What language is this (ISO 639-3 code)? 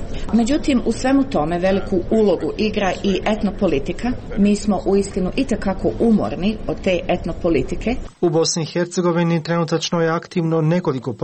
hrv